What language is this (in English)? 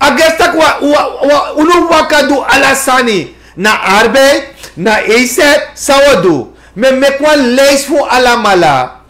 Sranan Tongo